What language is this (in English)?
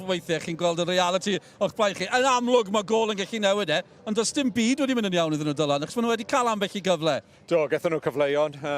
Welsh